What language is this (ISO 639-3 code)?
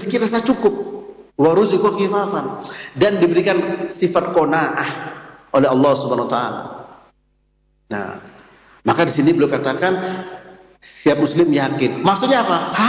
ind